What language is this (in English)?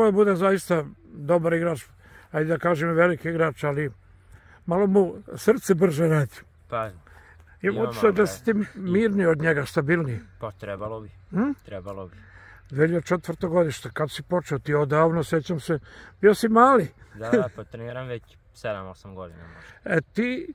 Serbian